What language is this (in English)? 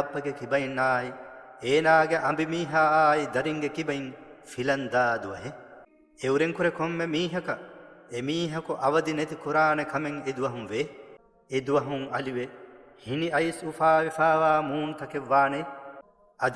Divehi